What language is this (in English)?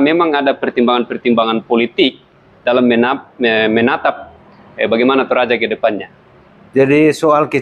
Indonesian